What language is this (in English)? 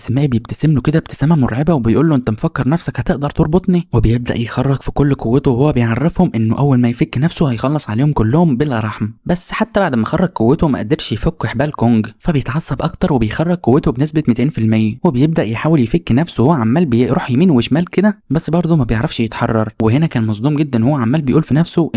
Egyptian Arabic